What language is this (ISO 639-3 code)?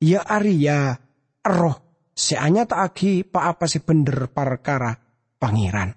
mad